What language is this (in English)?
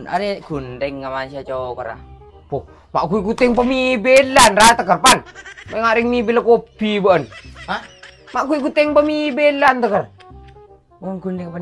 Madurese